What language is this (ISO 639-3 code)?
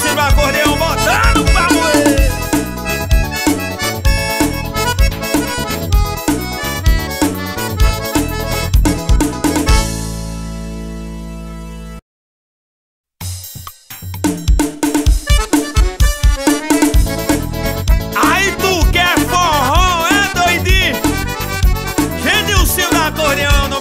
por